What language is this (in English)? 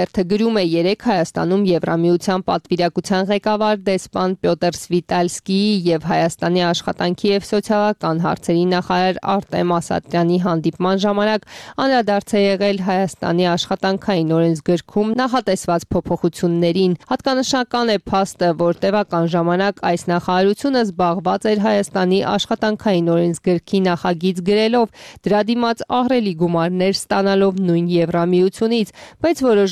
Armenian